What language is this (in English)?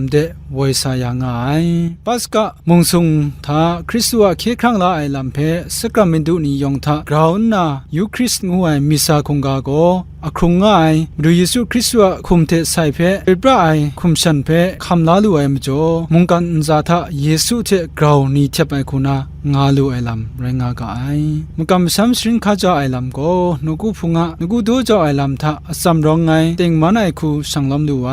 Kachin